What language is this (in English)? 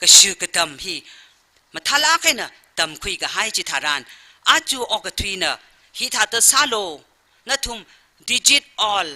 Tangkhul Naga (India)